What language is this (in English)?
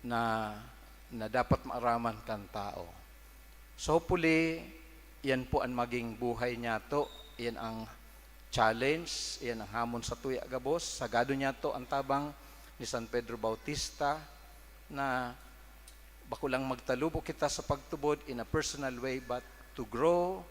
Bikol